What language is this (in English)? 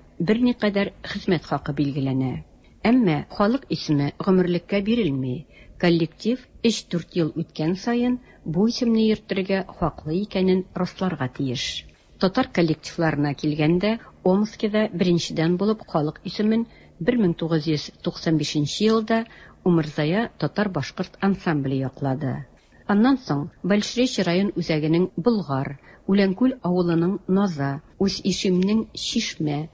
Tatar